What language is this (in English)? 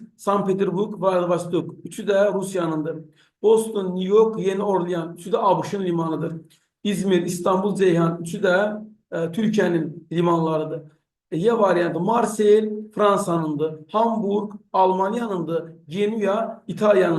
Azerbaijani